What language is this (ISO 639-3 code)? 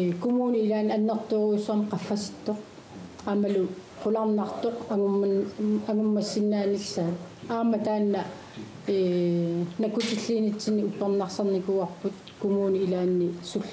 kal